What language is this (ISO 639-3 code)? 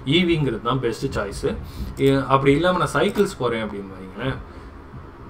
tam